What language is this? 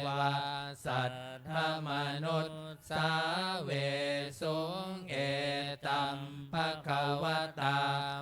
Pali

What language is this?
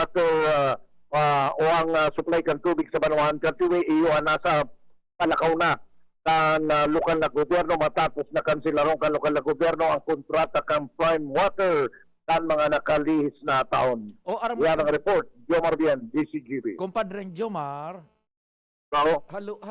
Bikol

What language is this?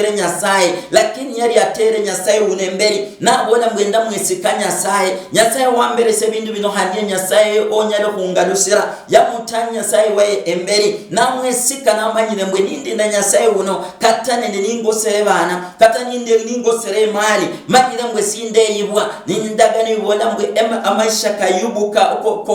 Luyia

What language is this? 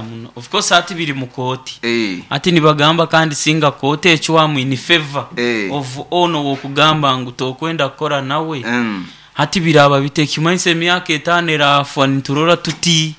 Nyoro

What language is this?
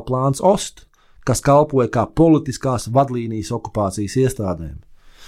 Latvian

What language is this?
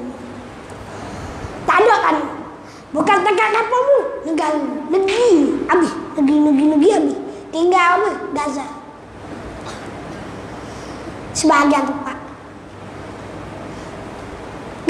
Malay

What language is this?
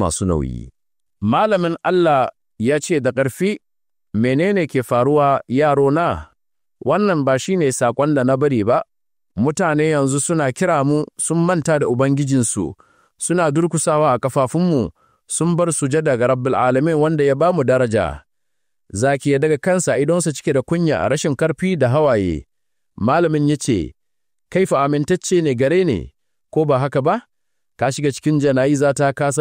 Hausa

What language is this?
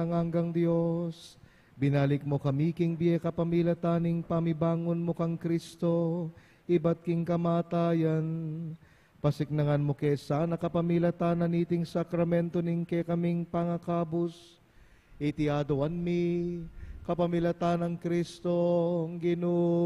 Pampanga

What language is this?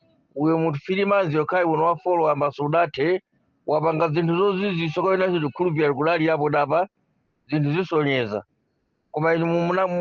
Nyanja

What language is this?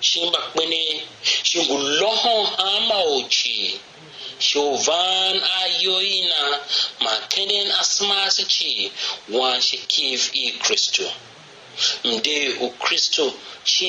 Tiv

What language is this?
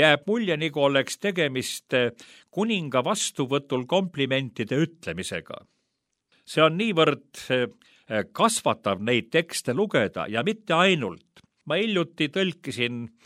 Estonian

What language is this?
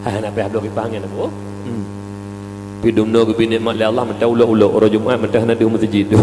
Achinese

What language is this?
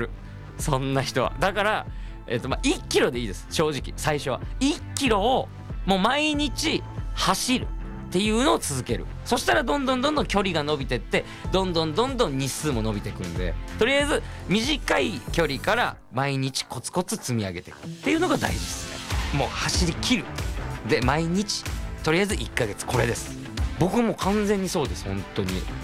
Japanese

